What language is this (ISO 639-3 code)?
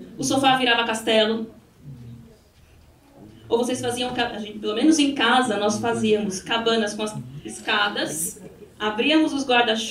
por